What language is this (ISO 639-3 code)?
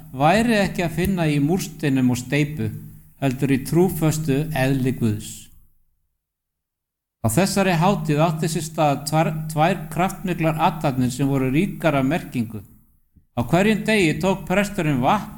isl